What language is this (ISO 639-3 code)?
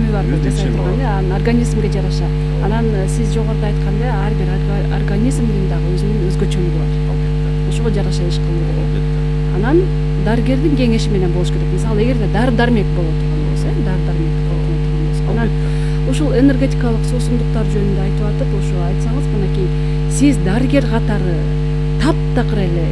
kir